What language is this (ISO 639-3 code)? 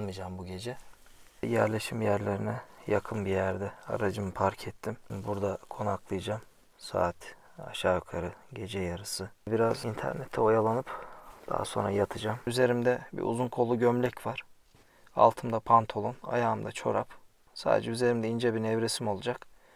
tur